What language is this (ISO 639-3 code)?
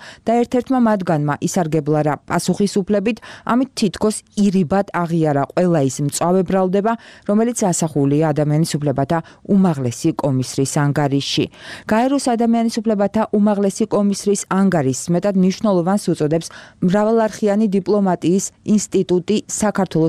kat